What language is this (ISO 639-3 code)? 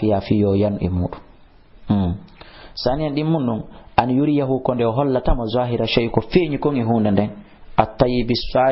ful